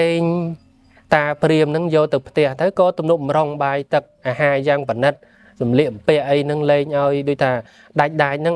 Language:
Khmer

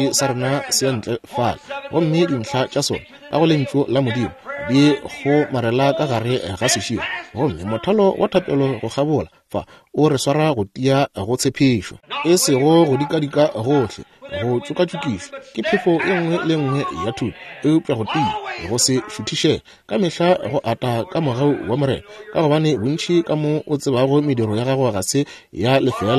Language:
Northern Sotho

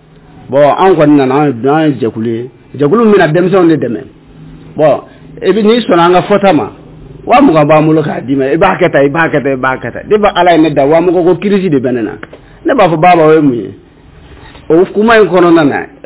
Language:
Bambara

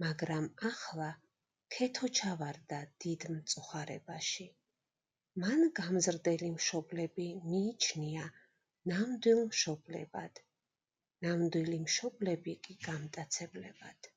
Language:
Georgian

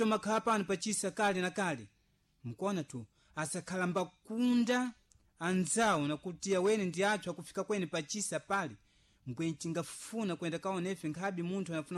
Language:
Sena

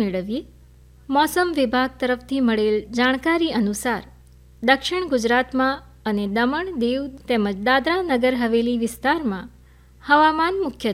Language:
Gujarati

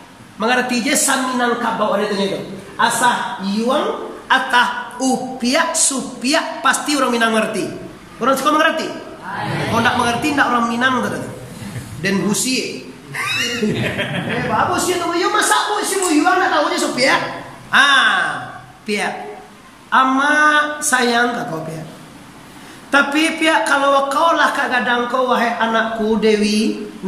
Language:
Minangkabau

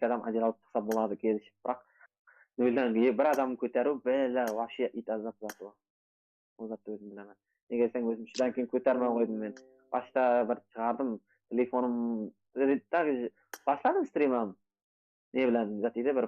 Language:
Kara-Kalpak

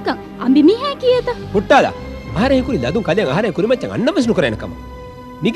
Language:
Divehi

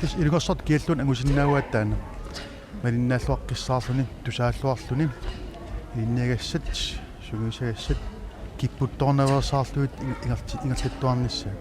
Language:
Kalaallisut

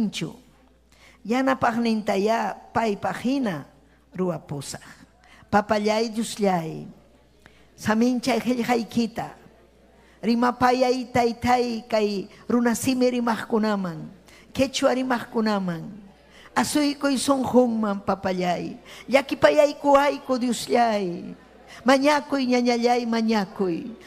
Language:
Ayacucho Quechua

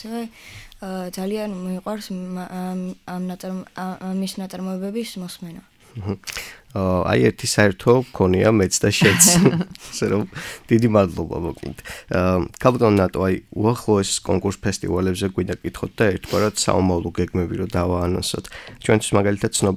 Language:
Georgian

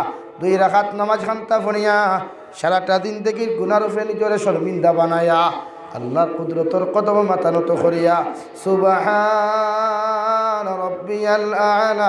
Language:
Sylheti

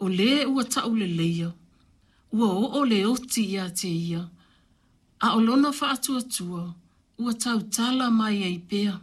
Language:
Samoan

